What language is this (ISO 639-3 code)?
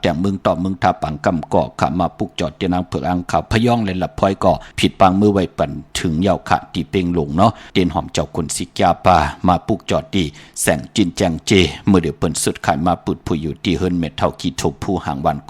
shn